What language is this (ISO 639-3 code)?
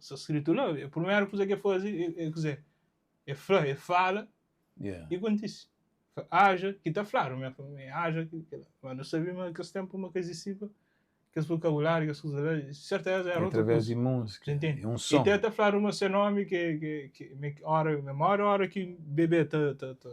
kea